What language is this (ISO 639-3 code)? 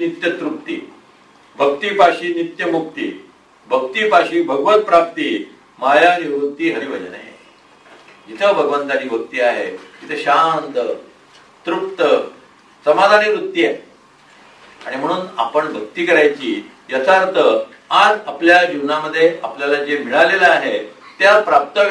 mar